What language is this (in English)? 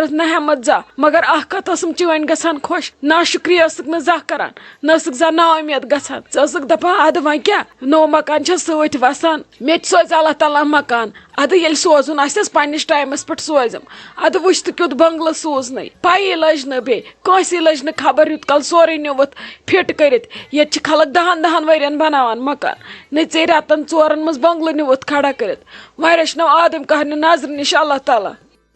Kashmiri